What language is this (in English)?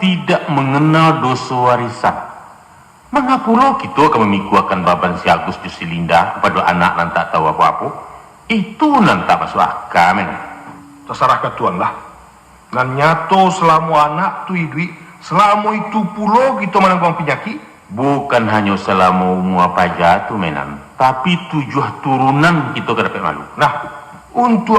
Minangkabau